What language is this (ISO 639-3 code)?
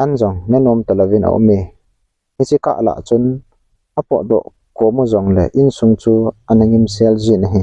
tcz